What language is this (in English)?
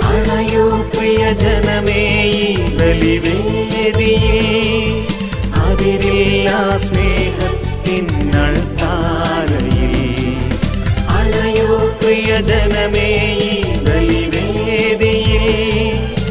Malayalam